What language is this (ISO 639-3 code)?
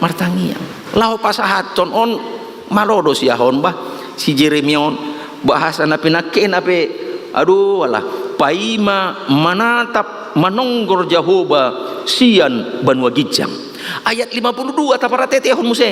bbc